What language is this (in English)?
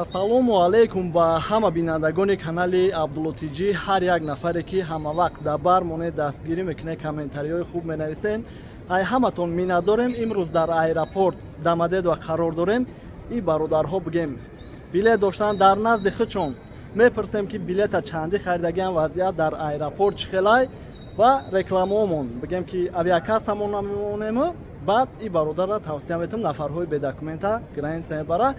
Tajik